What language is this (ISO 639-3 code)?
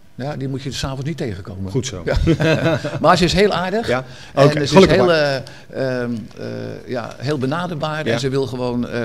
nld